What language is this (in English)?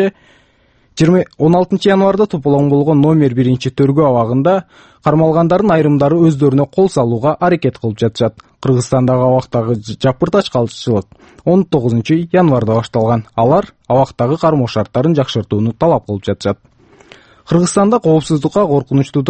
Kyrgyz